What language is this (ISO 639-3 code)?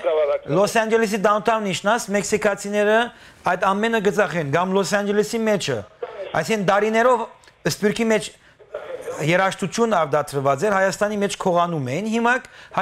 hyw